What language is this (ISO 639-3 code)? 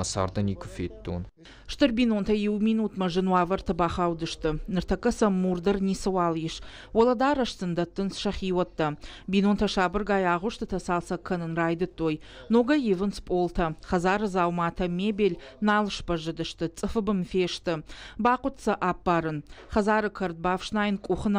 oss